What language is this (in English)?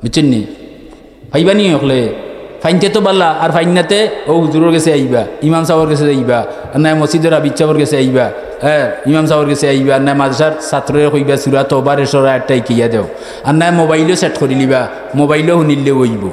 Sylheti